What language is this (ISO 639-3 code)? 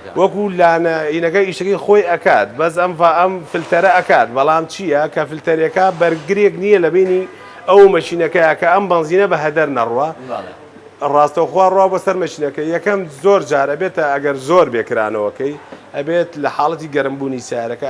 ckb